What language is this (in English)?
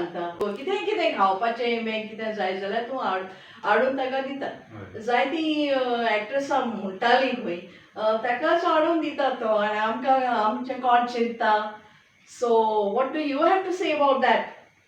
Konkani